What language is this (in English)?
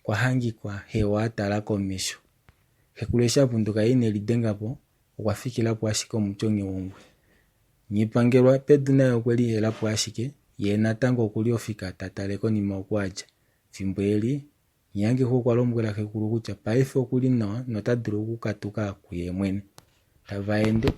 Kuanyama